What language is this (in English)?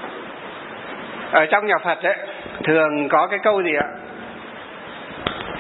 Vietnamese